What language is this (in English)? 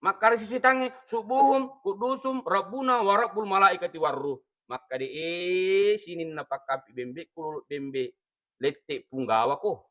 Buginese